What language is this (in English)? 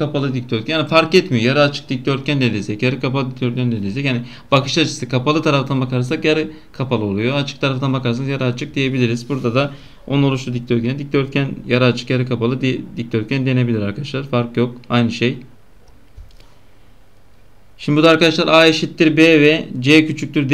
Turkish